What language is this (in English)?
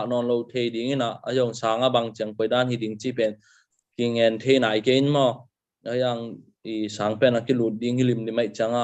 Tedim Chin